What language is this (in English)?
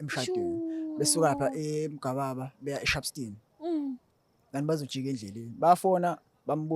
Zulu